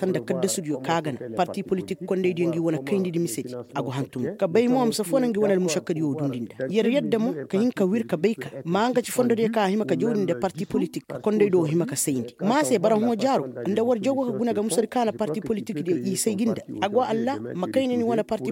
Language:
Koyraboro Senni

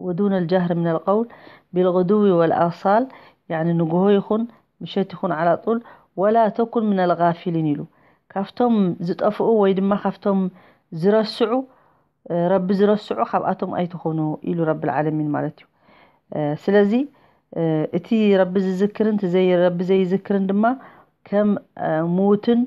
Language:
Tigrinya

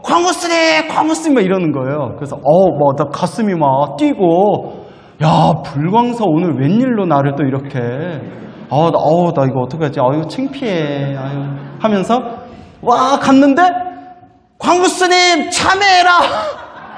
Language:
Korean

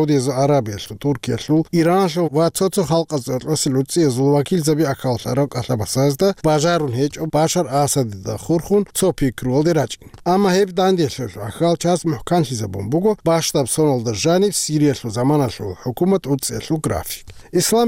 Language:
Avaric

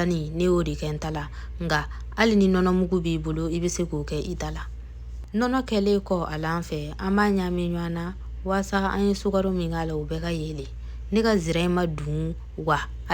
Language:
Bambara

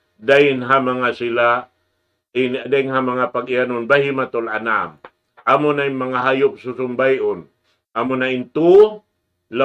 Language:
Tausug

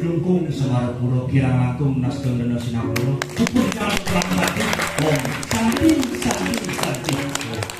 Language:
Balinese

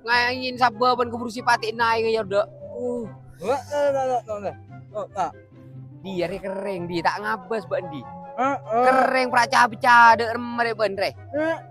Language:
Madurese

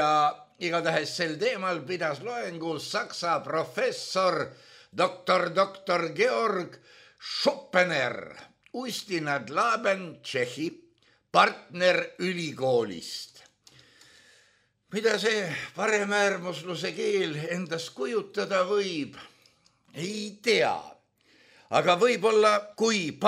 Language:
Estonian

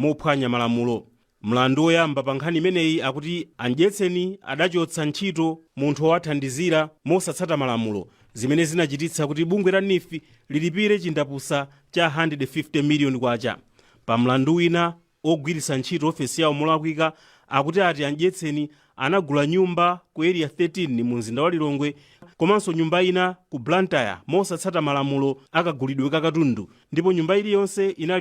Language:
Nyanja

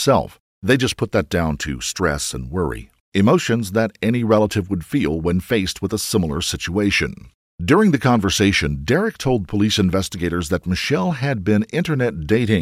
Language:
English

